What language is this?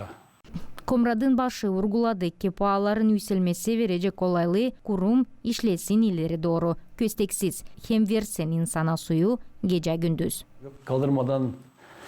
Gagauz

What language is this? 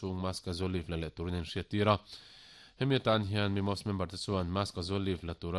Mizo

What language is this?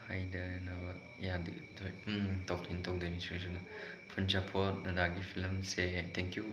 Manipuri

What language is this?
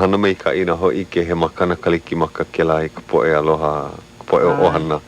Hawaiian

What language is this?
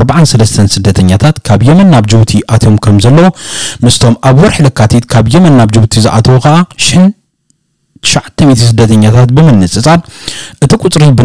Tigrinya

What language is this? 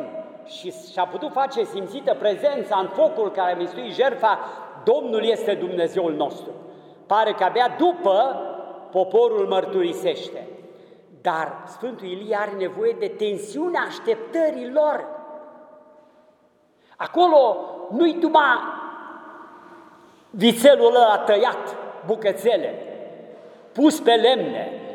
Romanian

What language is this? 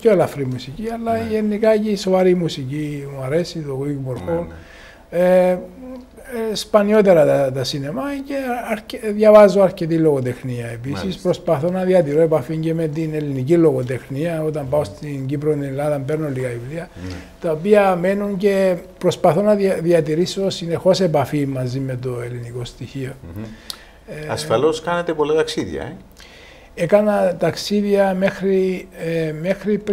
Greek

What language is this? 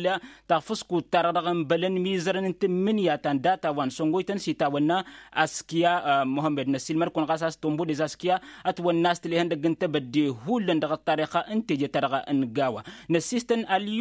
Tamasheq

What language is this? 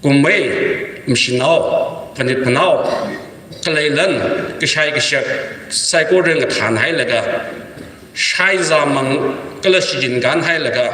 Tangkhul Naga (India)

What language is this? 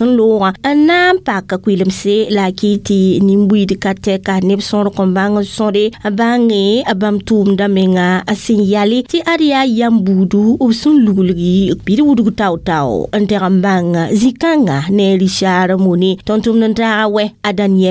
Mossi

